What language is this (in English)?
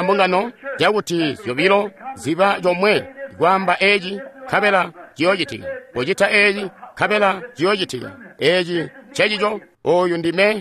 Tonga (Zambia)